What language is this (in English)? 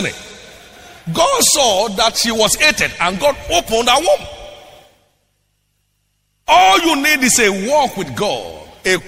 English